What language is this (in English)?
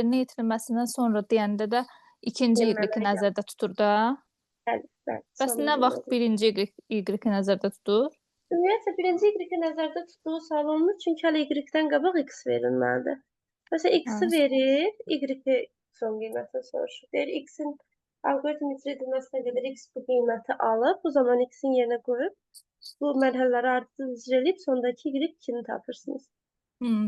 Azerbaijani